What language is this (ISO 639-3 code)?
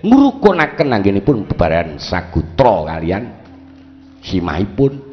jav